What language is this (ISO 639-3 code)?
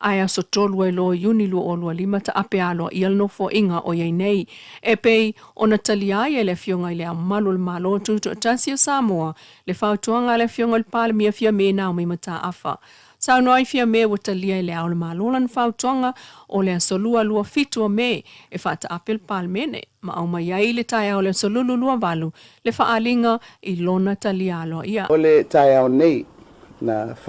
smo